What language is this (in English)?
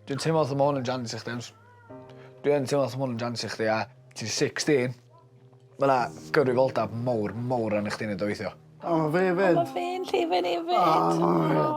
Welsh